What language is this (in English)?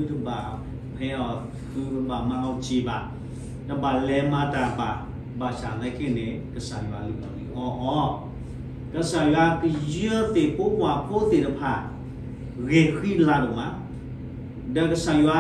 S'gaw Karen